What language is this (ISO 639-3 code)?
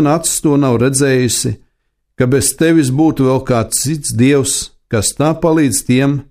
lav